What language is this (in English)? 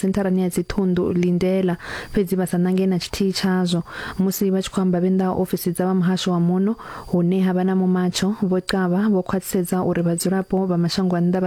Venda